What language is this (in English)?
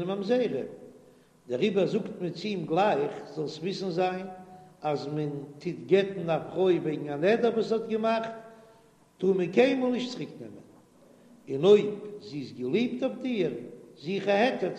Yiddish